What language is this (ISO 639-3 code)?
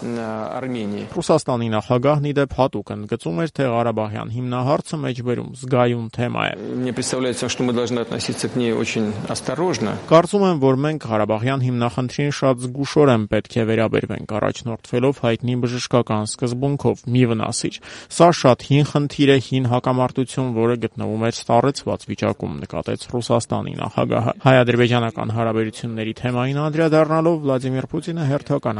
hye